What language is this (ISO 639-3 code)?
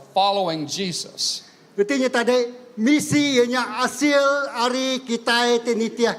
iba